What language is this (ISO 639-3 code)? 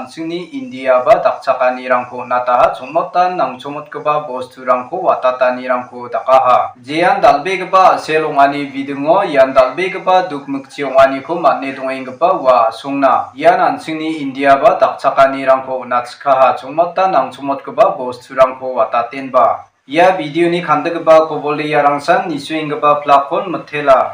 grt